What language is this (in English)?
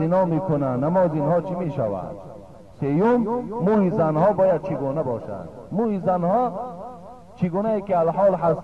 Tajik